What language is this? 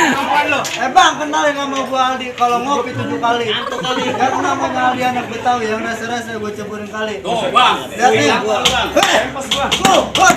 Betawi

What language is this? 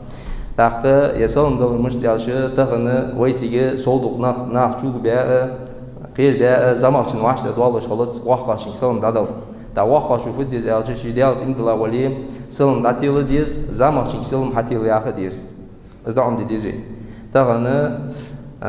Ingush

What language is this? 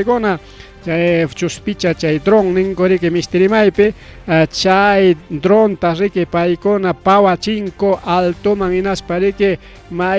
Ayacucho Quechua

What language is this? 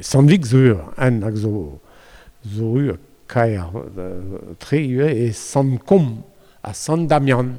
Breton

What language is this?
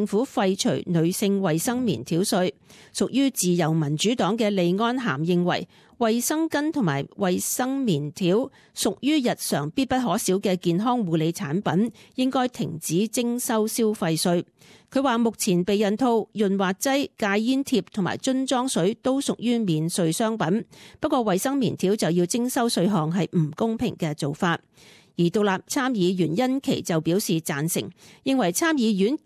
Cantonese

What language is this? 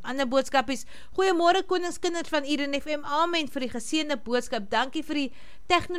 Afrikaans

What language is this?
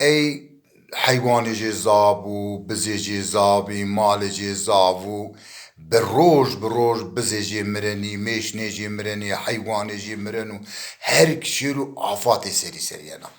Zaza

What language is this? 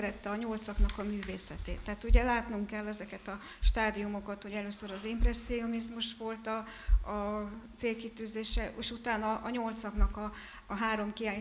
Hungarian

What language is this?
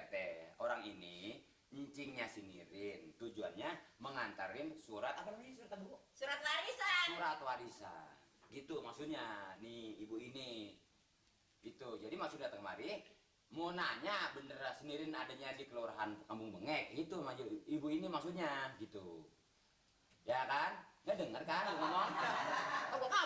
Betawi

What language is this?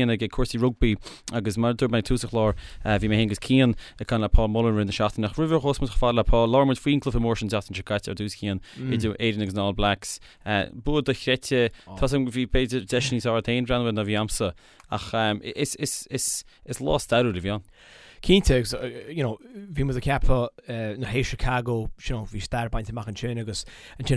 Irish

